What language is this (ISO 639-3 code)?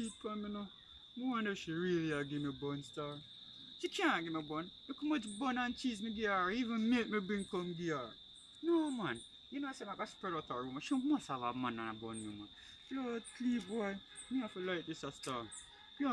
jam